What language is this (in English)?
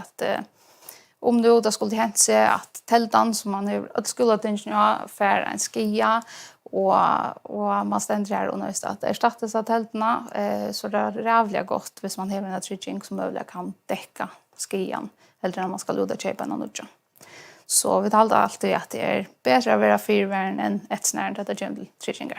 Faroese